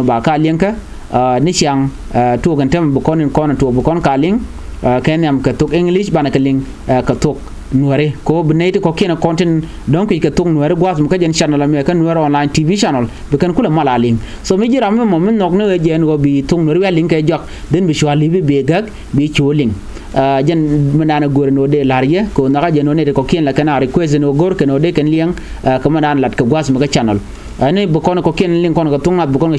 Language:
Nuer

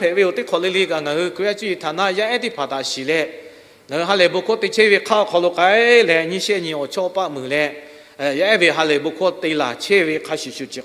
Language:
Lahu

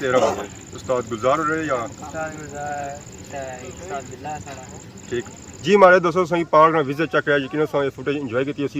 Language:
Pahari-Potwari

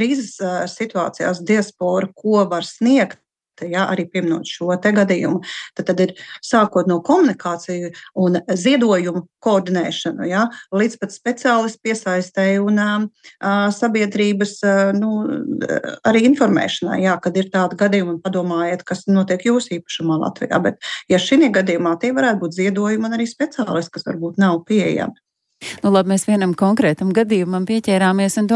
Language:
Latvian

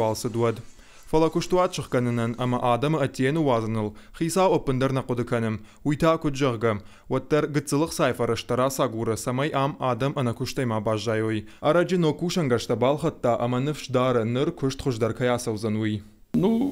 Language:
Ossetic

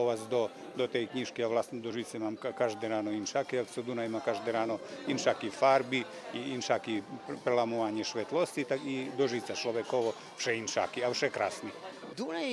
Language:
Rusyn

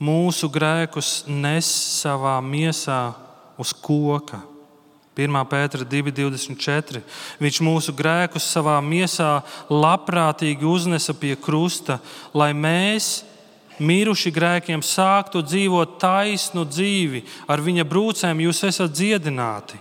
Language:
Latvian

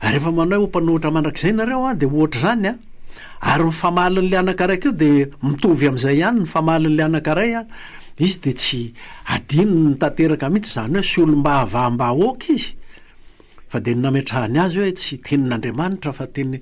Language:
Malagasy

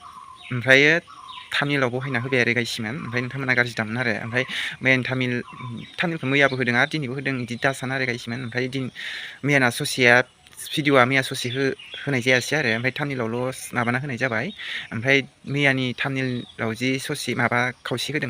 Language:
Bodo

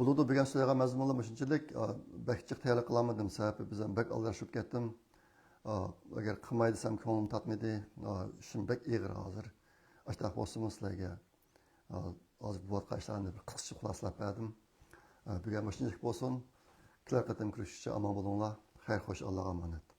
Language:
Uyghur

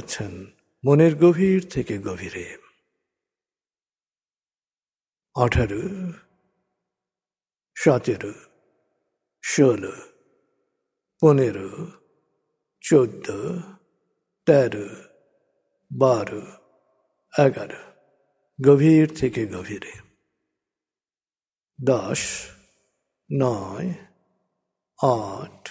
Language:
Bangla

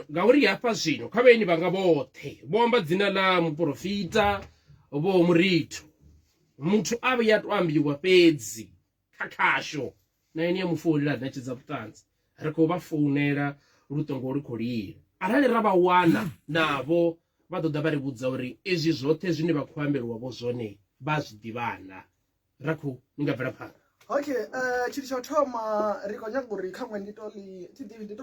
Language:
Venda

